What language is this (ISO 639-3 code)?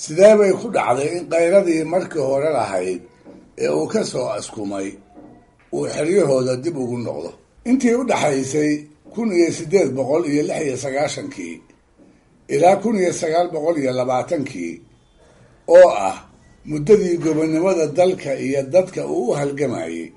som